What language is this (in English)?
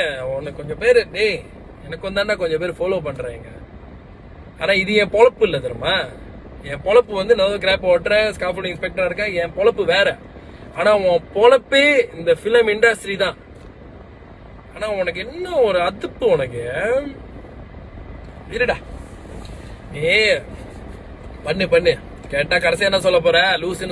Tamil